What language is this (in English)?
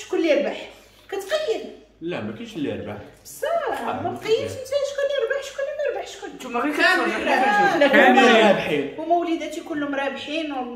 Moroccan Arabic